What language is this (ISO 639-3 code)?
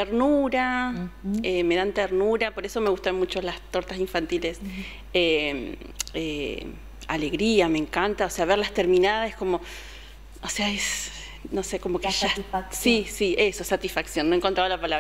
spa